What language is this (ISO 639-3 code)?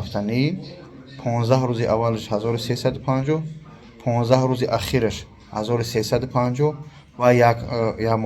tgk